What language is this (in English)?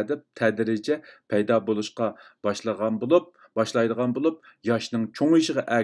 Uyghur